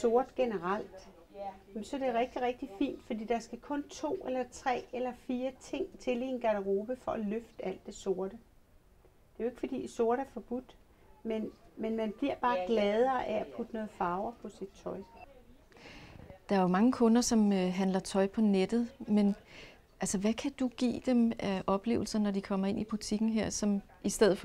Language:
Danish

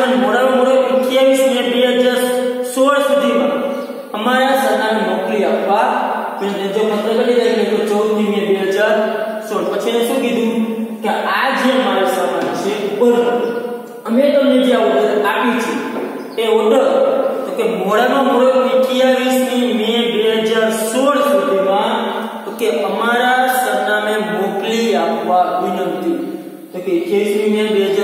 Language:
Gujarati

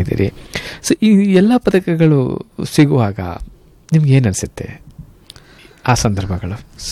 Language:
Kannada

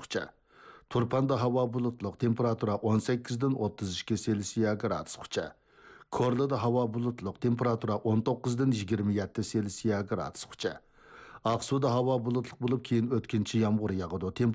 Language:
Uyghur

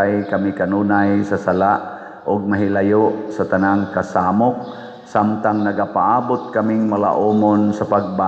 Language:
Cebuano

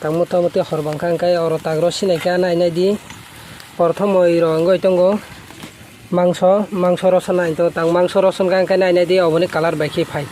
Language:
Kok Borok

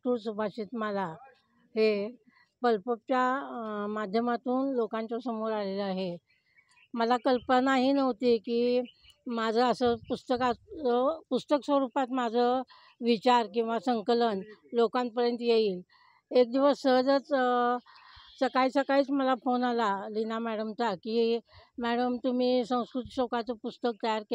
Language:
Marathi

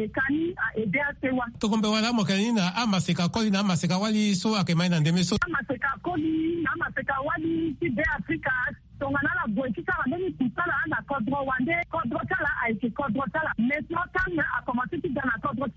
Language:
Sango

